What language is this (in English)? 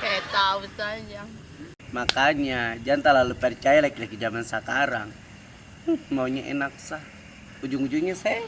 Ambonese Malay